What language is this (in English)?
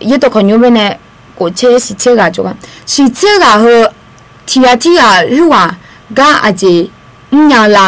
Akha